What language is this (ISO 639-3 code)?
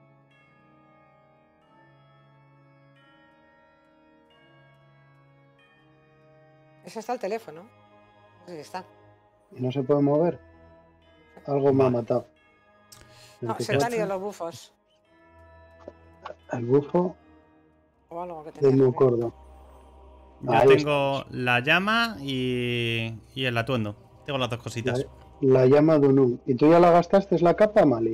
spa